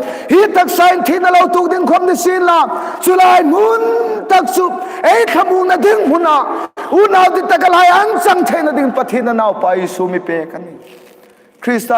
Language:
Hmar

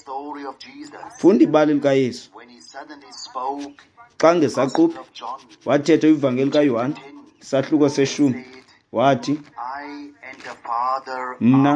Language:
Xhosa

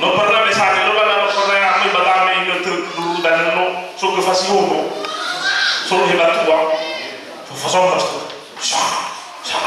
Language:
Nias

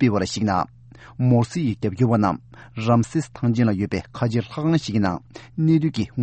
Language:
Tibetan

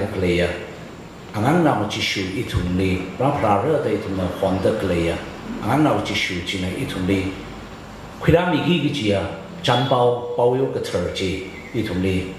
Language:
Tangkhul Naga (India)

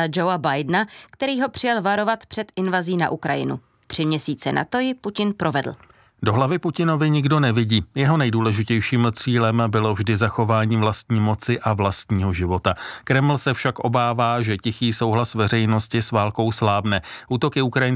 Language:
Czech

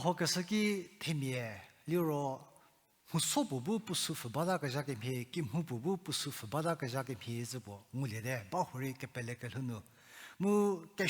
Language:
Angami Naga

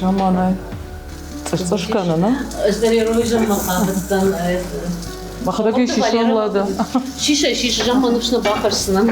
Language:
Ossetic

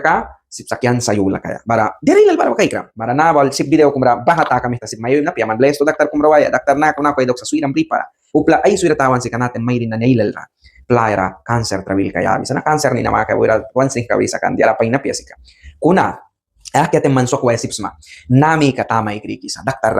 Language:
Mískito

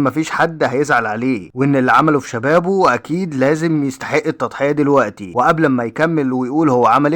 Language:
Egyptian Arabic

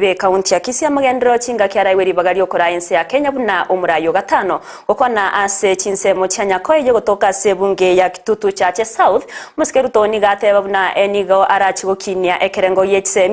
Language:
Gusii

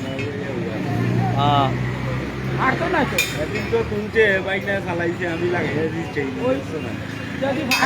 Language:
Sylheti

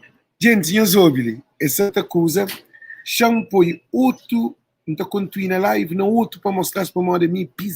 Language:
Kabuverdianu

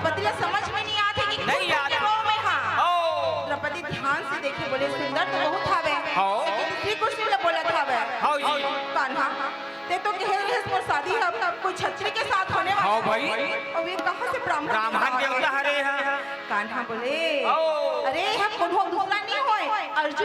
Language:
Chhattisgarhi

